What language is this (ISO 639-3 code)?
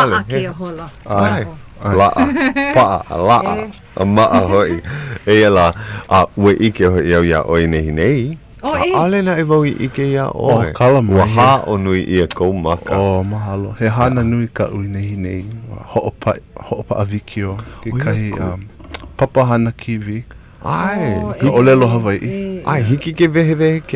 haw